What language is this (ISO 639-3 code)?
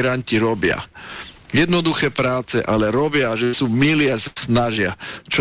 slk